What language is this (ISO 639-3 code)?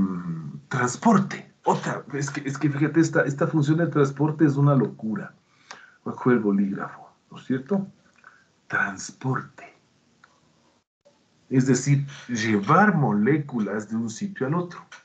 spa